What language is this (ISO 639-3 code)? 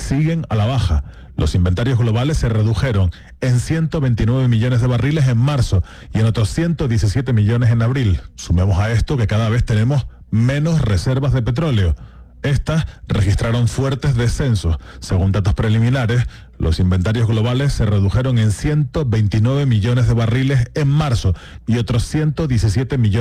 spa